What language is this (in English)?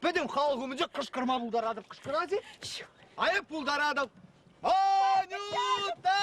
Chuvash